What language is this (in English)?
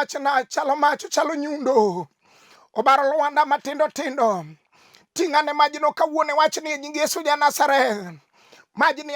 Luo (Kenya and Tanzania)